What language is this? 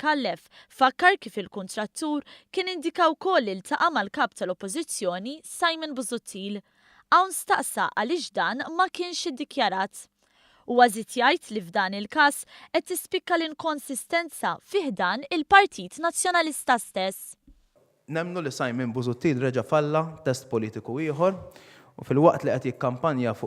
Maltese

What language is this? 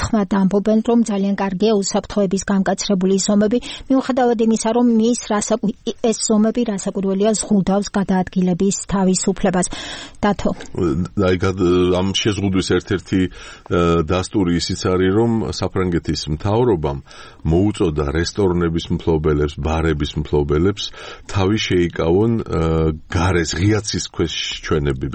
Georgian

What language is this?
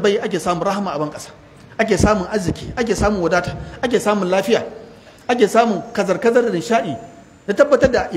Hausa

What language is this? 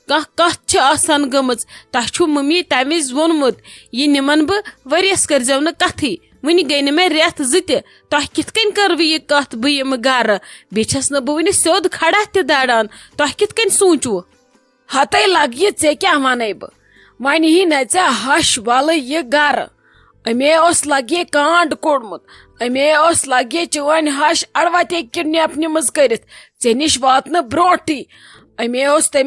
Kashmiri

